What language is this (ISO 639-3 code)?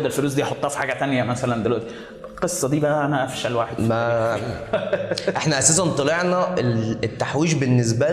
arz